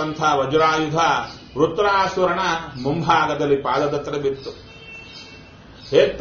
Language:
Kannada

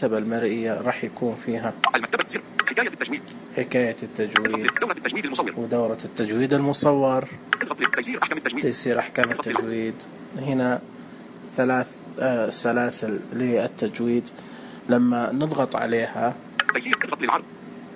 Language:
Najdi Arabic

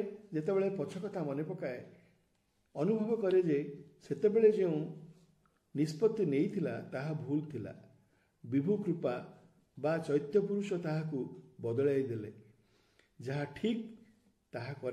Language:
Odia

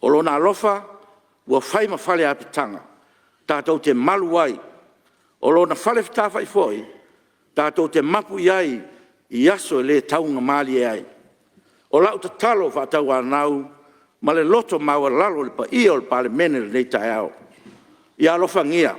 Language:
Samoan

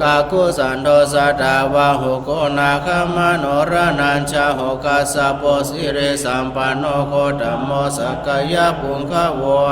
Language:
Pali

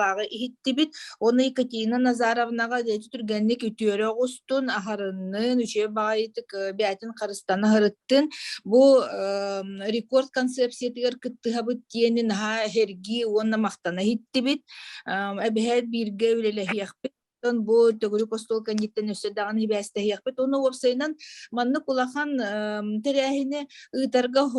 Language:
Yakut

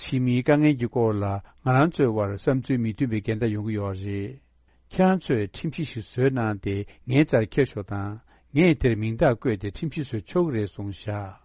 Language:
Tibetan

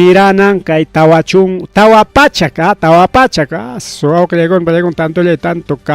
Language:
Ayacucho Quechua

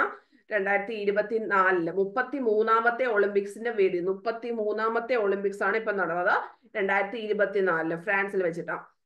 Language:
Malayalam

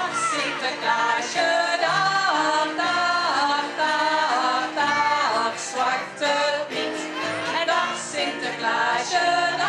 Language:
Dutch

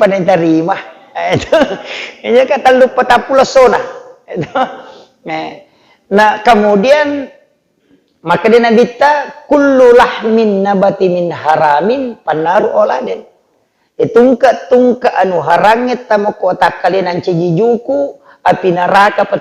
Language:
Buginese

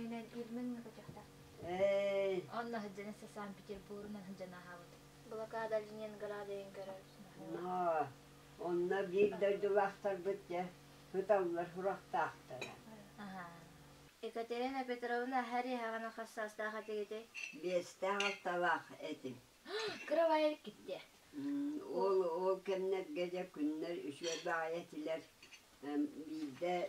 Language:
Yakut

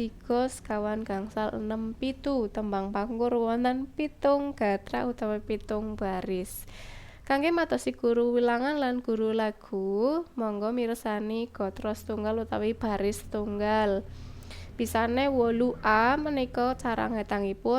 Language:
Javanese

